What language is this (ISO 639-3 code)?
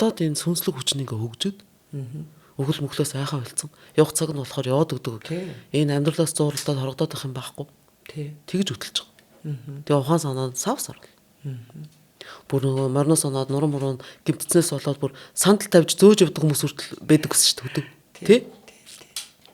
mon